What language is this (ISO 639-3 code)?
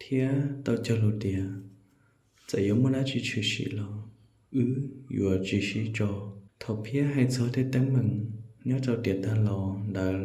hmn